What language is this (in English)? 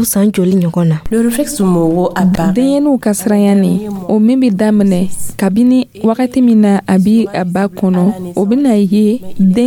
Dyula